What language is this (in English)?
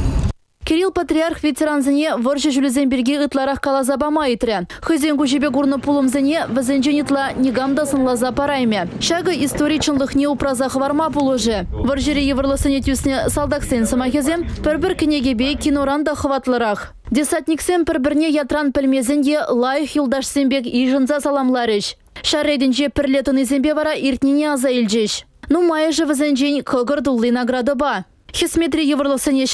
Chuvash